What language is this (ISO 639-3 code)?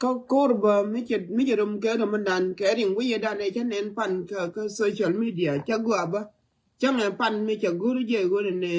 nus